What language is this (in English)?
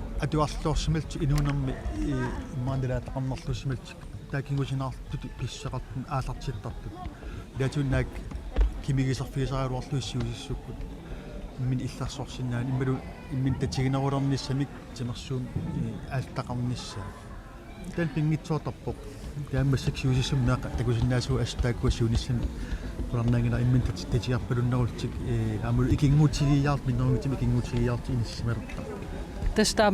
Kalaallisut